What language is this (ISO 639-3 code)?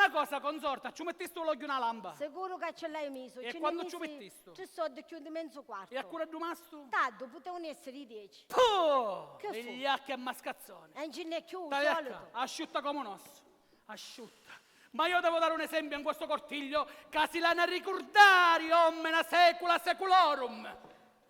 scn